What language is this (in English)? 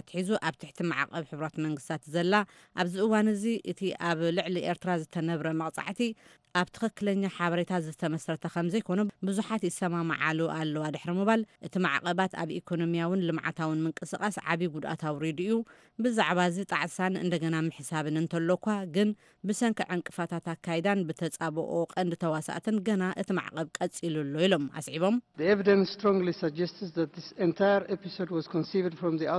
Tigrinya